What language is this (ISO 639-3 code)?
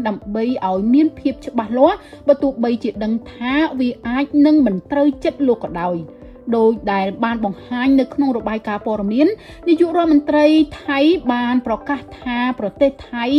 khm